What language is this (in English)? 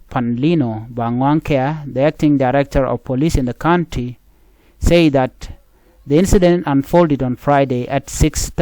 Nuer